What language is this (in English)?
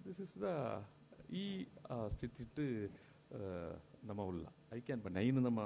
Tulu